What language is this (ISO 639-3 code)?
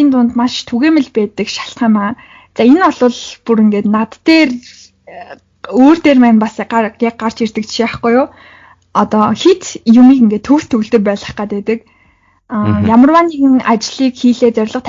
mon